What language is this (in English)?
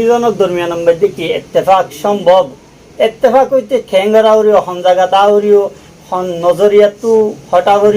Rohingya